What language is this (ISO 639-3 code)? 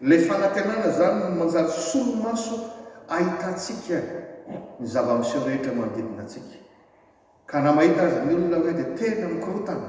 mlg